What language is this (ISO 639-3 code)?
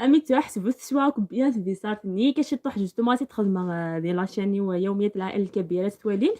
arq